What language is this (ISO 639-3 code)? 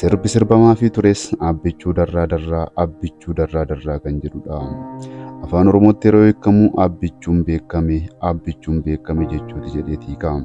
orm